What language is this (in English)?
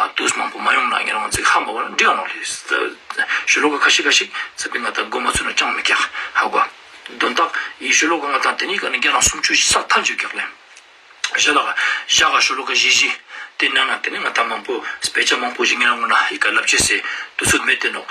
Ladakhi